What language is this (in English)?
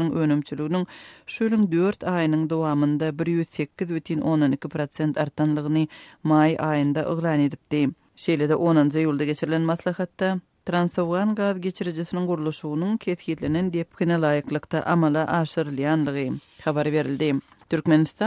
Turkmen